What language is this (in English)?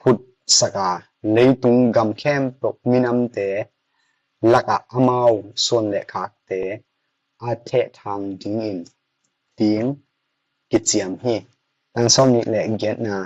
Tedim Chin